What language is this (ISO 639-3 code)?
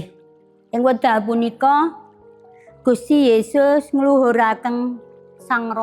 jav